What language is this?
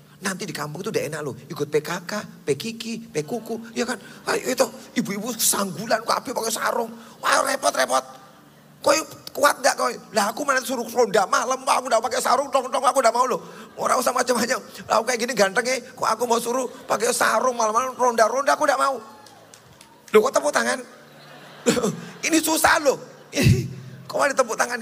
Indonesian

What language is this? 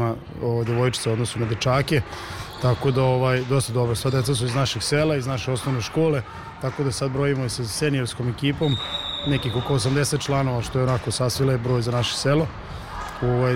Serbian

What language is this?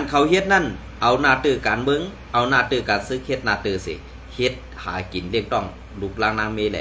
Shan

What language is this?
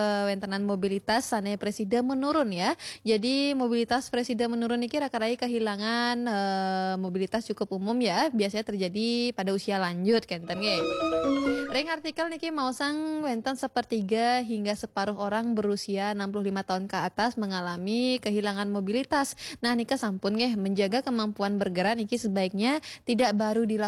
Balinese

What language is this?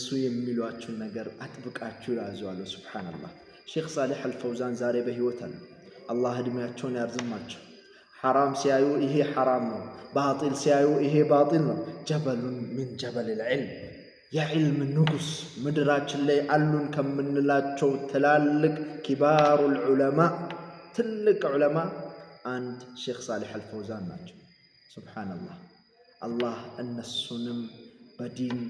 Amharic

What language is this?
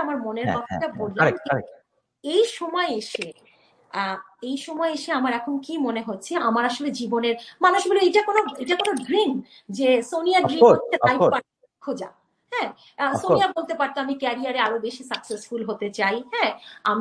Bangla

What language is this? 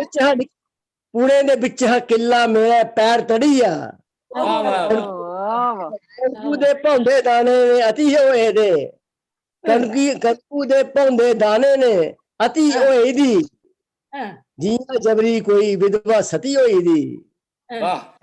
Dogri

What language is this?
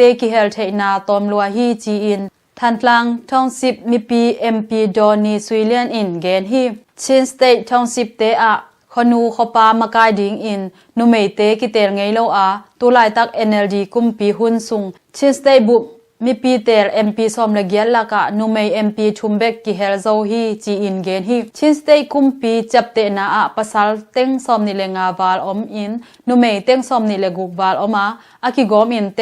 Tedim Chin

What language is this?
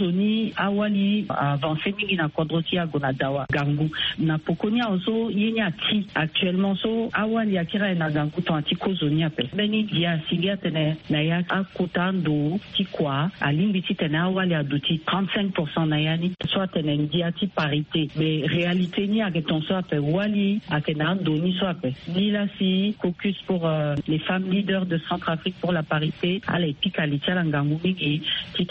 Sango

